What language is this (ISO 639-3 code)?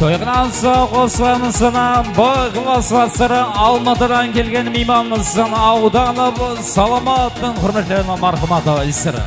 kaa